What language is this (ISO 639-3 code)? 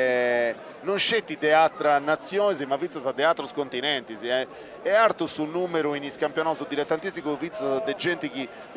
srd